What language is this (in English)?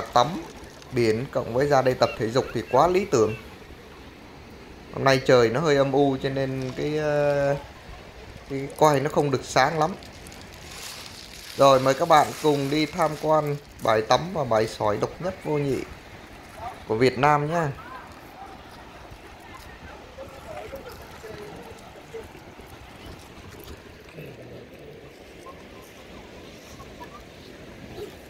Vietnamese